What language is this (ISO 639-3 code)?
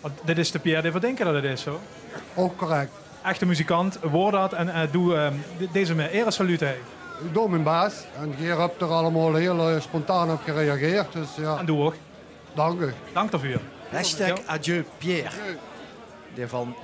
lim